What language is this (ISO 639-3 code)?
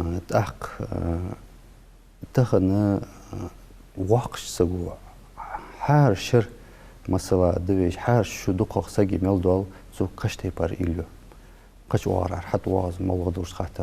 inh